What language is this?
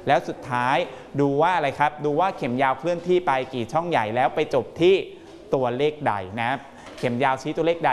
Thai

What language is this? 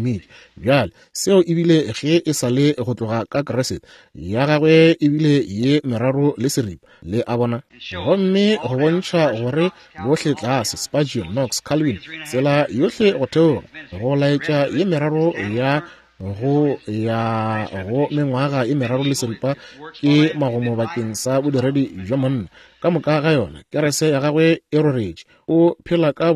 Northern Sotho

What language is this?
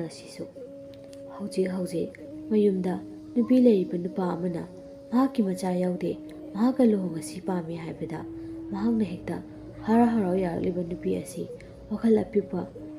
Manipuri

